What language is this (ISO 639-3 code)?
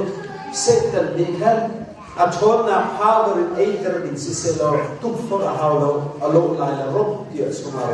cnh